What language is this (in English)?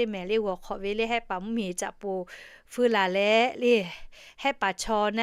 Lahu